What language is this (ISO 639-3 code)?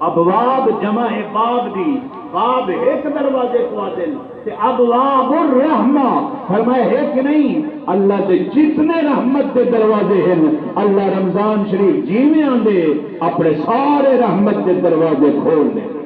skr